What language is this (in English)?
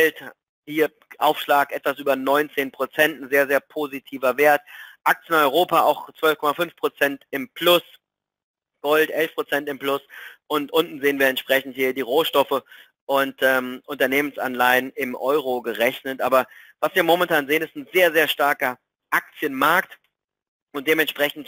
German